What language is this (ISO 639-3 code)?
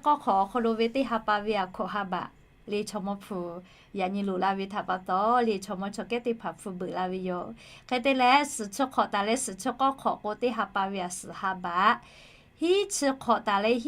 lhu